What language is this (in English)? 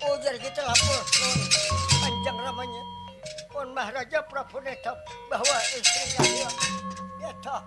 Banjar